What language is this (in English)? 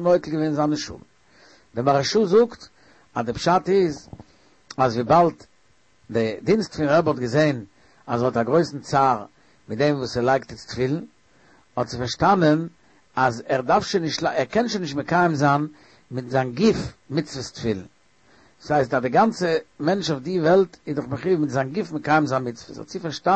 Yiddish